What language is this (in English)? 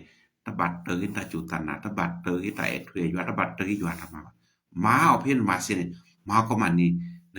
S'gaw Karen